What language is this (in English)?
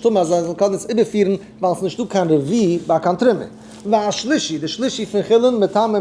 Yiddish